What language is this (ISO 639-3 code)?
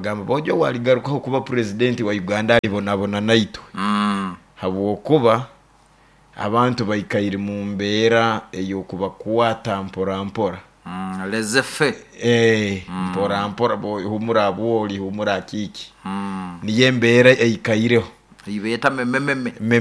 nyo